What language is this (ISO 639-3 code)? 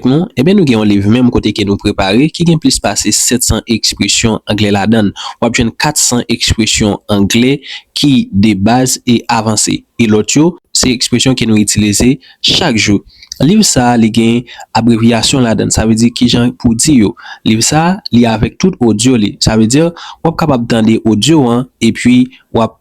hat